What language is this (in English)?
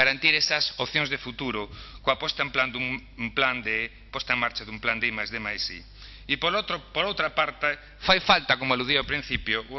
Galician